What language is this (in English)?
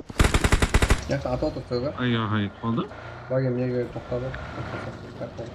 Kara-Kalpak